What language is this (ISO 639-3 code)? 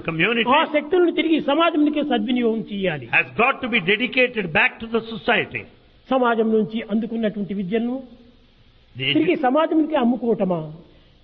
tel